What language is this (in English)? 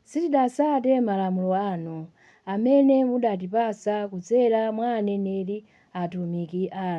Nyanja